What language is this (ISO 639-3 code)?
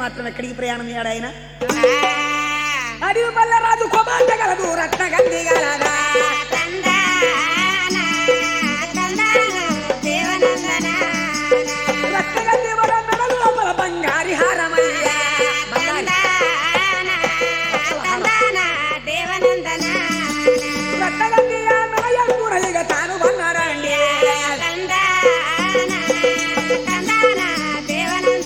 tel